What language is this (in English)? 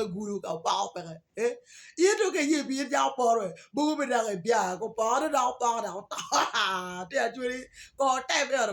Acoli